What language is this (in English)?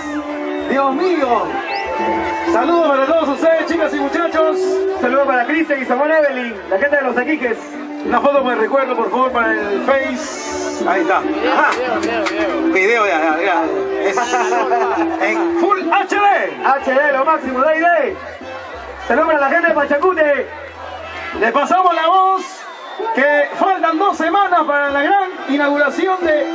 Spanish